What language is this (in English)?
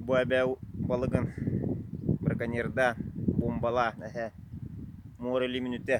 Yakut